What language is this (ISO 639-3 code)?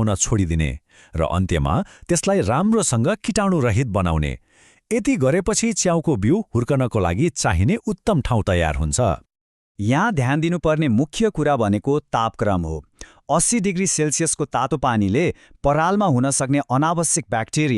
nep